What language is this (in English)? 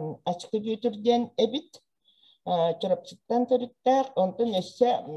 Yakut